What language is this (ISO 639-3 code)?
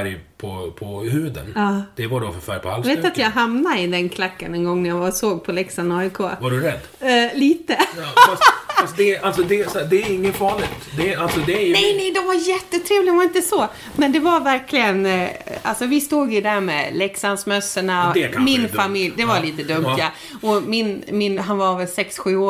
swe